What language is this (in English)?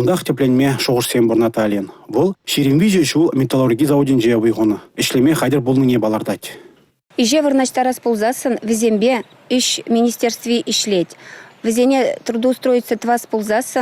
Chuvash